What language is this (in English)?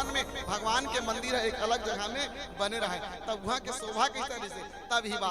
Chhattisgarhi